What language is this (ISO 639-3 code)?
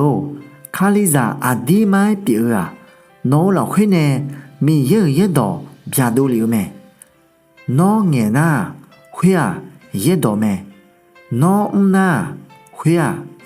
ahk